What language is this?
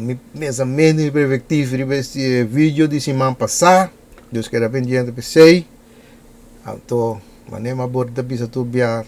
Papiamento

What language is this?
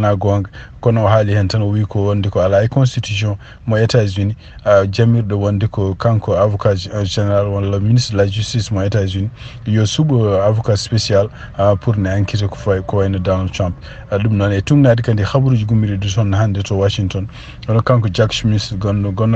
Fula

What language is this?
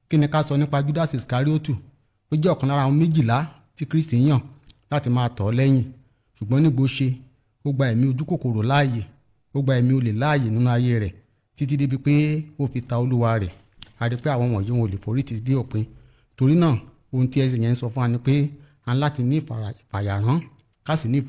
Yoruba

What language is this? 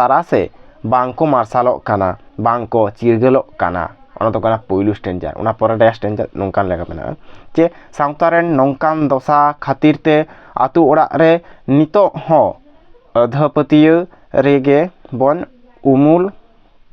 Santali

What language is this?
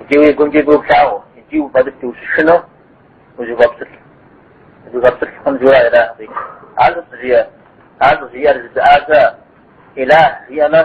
Kabardian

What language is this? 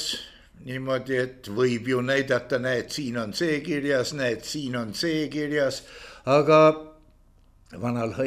Estonian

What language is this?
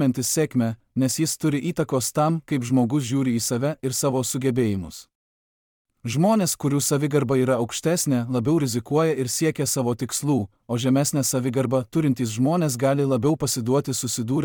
Lithuanian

